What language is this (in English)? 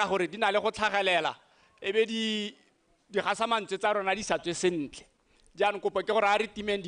Tswana